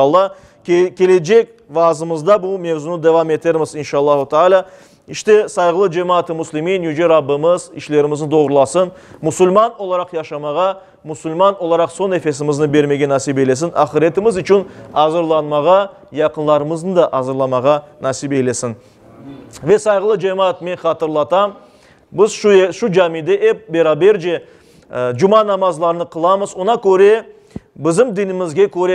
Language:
Crimean Tatar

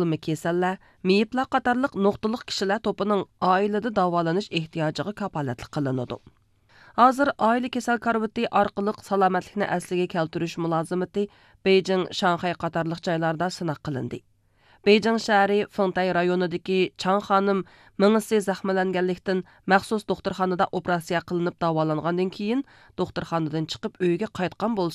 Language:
Uyghur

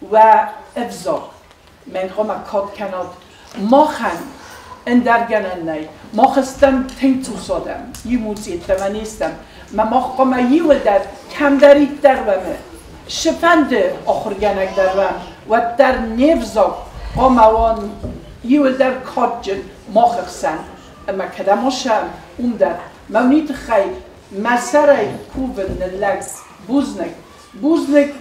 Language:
Ossetic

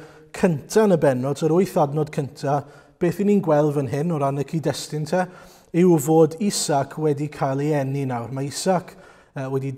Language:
Welsh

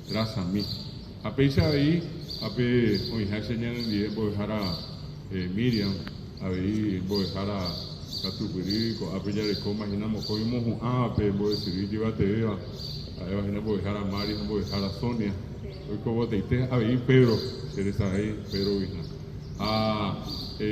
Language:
Guarani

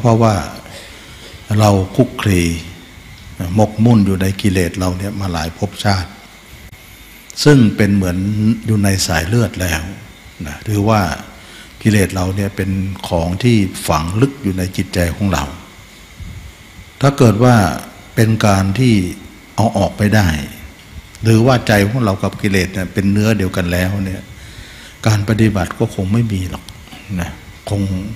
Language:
Thai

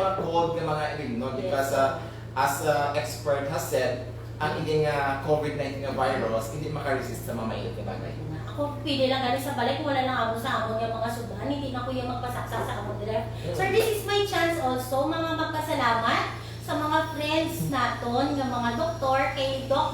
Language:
Hiligaynon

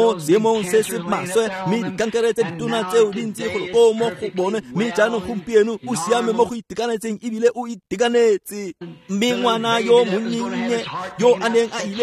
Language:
Tswana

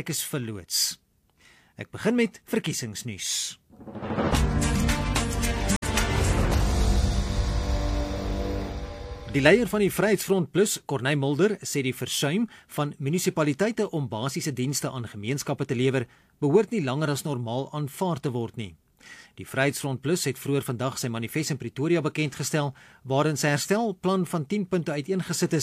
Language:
Afrikaans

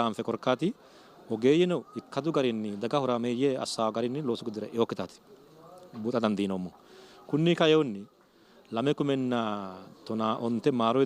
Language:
Sidamo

